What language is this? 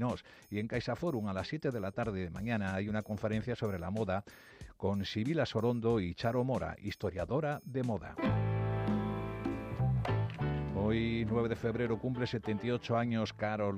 Spanish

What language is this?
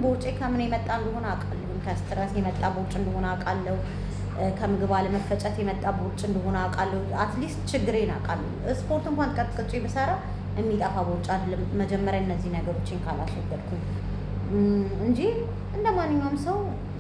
Amharic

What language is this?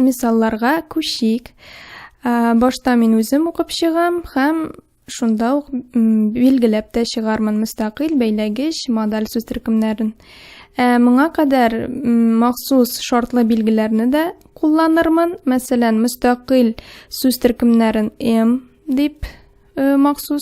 Tatar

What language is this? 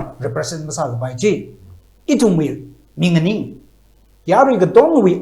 Tangkhul Naga (India)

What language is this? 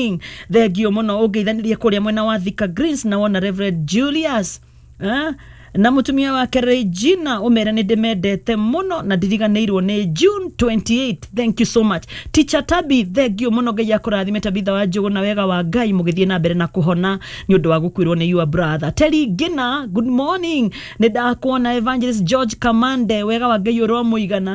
Kikuyu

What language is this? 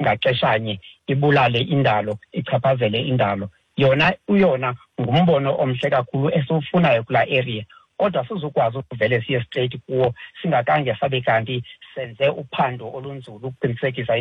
Xhosa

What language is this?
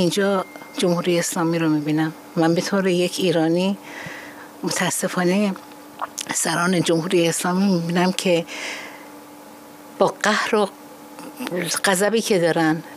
Persian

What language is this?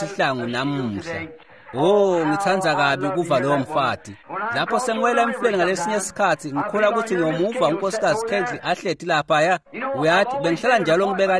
Swati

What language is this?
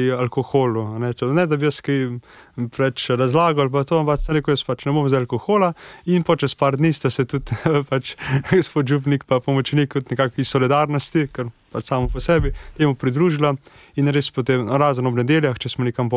Slovenian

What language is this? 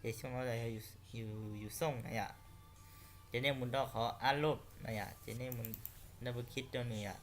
Hmong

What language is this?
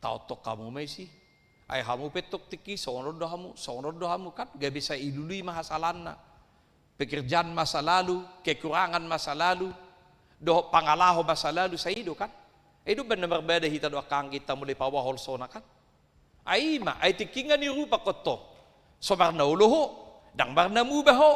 Batak Toba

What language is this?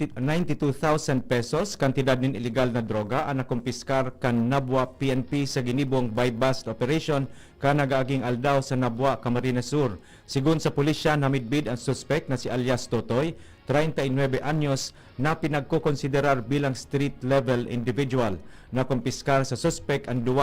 Bikol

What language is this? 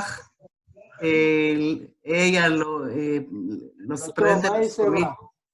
Ladino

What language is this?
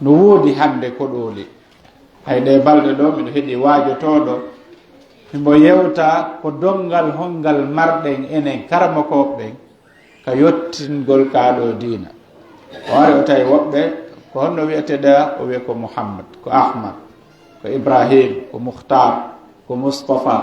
Pular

